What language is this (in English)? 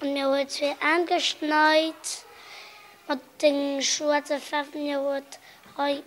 Luxembourgish